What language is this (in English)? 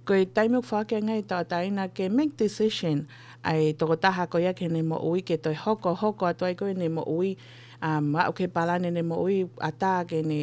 Tongan